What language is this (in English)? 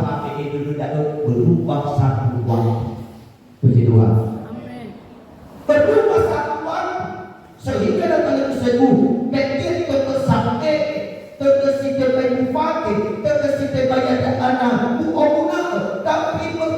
Nias